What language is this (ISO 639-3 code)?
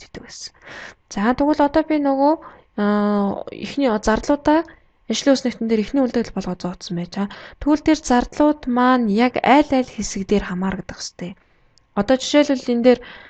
mon